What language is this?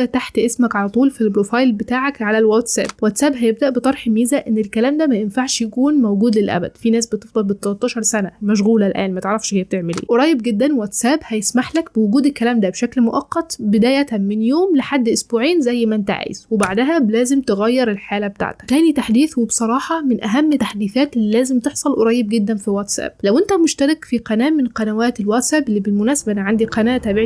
Egyptian Arabic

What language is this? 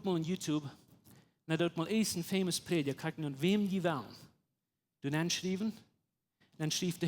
Plautdietsch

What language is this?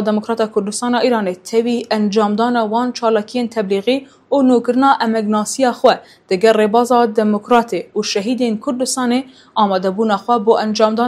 Kurdish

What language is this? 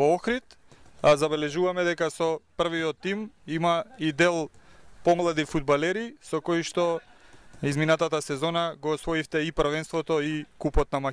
Macedonian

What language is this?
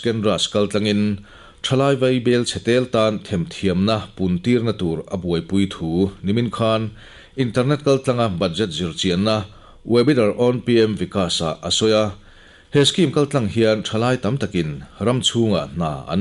Mizo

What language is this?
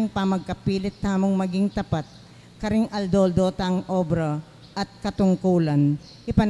Pampanga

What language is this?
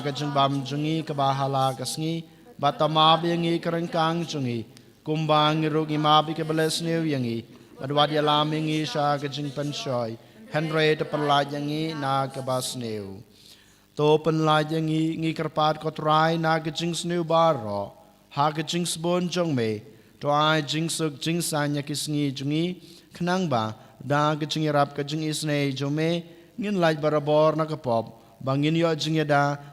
Khasi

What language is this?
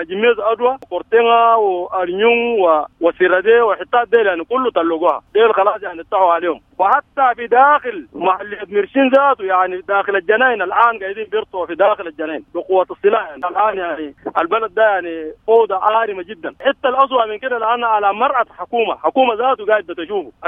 Sudanese Arabic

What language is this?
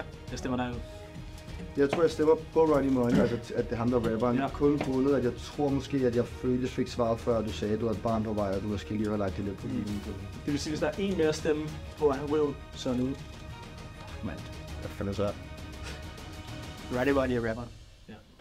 Danish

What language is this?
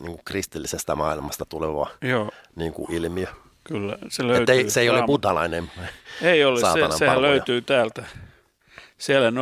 Finnish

